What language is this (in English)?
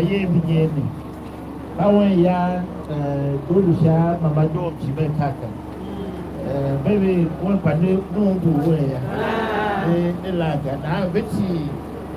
Tiv